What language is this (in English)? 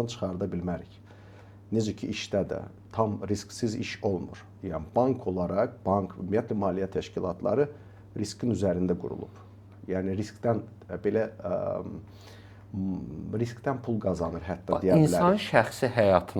Azerbaijani